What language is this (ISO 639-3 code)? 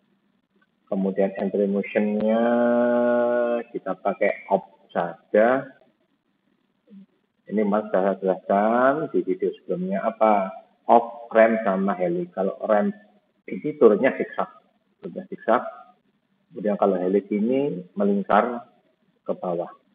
ind